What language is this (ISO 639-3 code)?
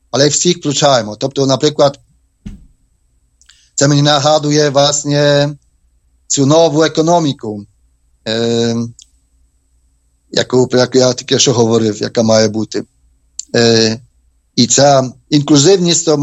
ukr